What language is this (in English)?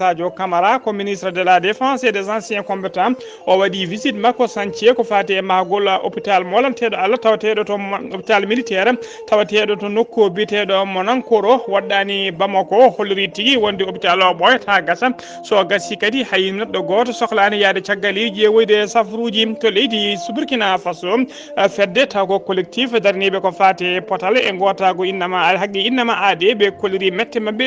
Fula